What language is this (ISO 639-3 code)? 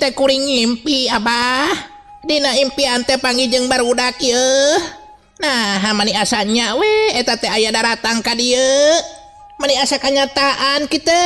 sun